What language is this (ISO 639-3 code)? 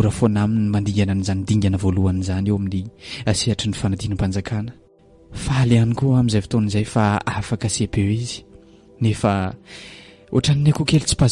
mlg